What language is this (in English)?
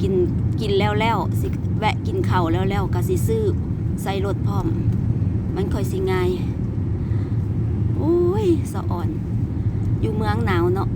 Lao